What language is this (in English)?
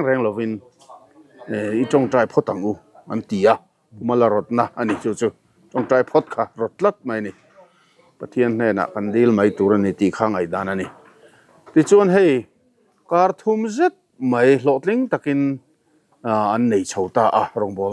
Mizo